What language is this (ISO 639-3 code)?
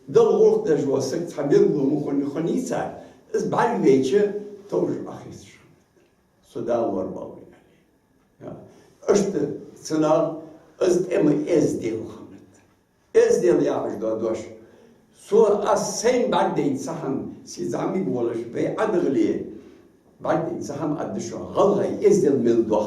inh